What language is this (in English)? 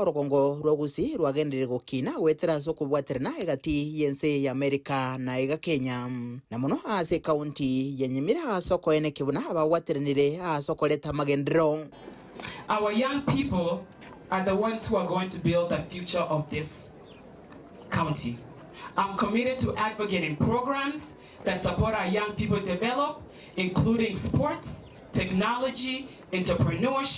Gusii